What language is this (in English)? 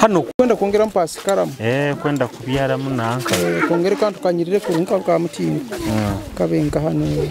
Nyoro